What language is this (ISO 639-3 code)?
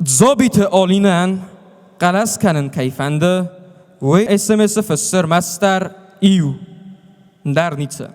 oss